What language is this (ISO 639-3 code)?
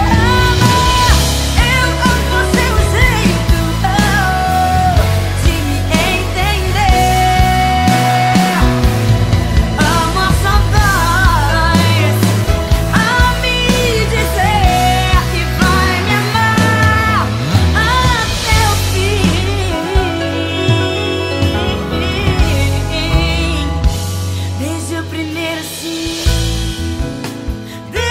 por